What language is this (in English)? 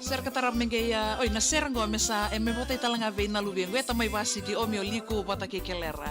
Fijian